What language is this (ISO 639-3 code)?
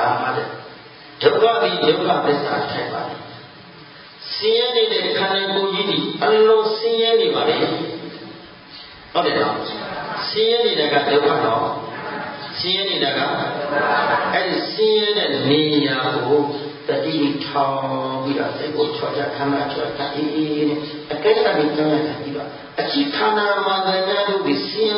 mya